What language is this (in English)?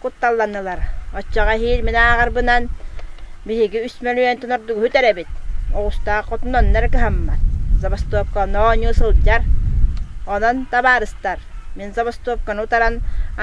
Yakut